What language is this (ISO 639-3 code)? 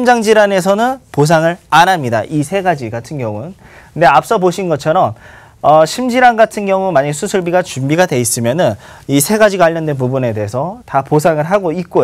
kor